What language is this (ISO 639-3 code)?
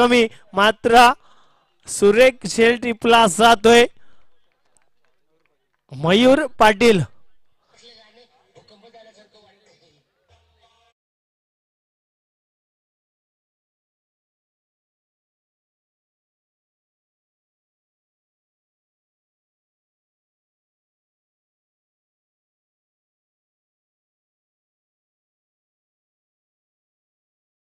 mar